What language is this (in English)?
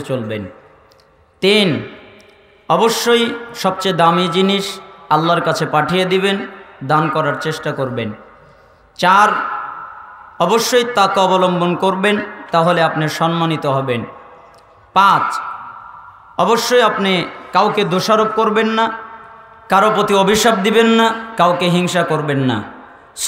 Bangla